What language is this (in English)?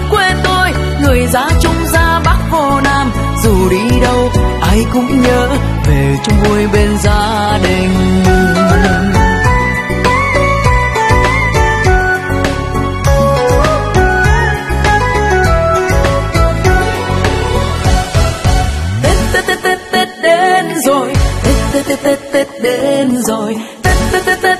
Vietnamese